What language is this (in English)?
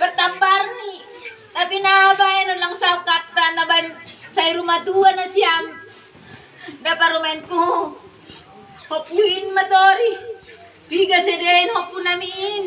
Batak Simalungun